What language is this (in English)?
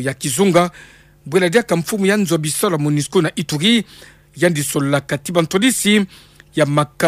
Kituba (Democratic Republic of Congo)